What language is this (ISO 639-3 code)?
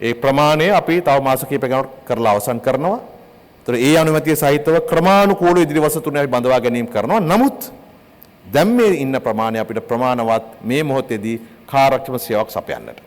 sin